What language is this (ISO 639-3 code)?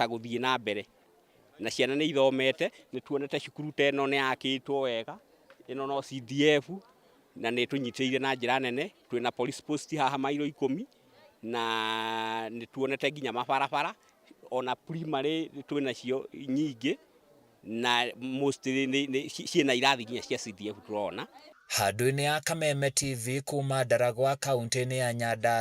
kik